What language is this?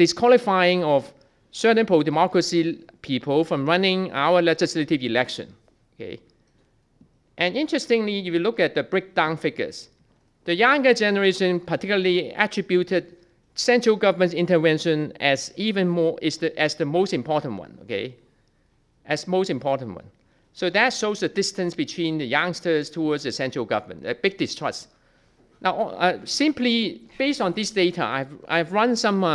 English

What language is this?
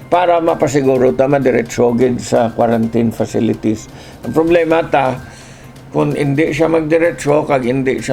Hiligaynon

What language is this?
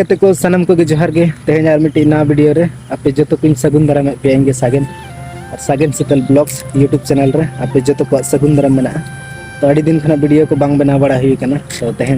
Santali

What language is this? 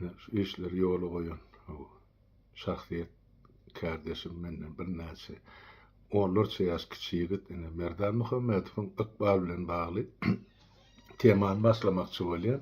Turkmen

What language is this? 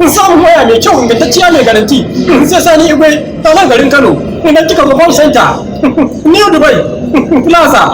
Hausa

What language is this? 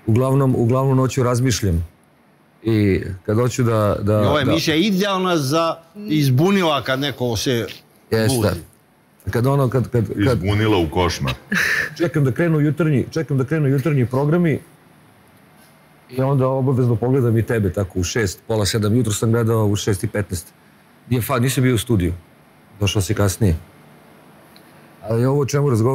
Serbian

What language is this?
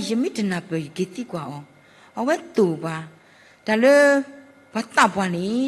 S'gaw Karen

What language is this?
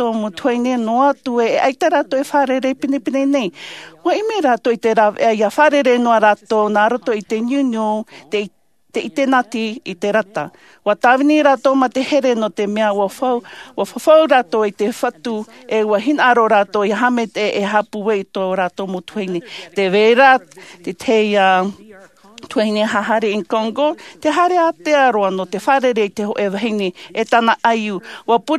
Tahitian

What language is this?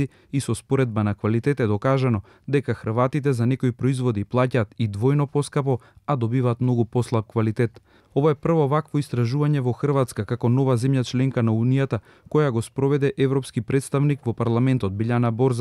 Macedonian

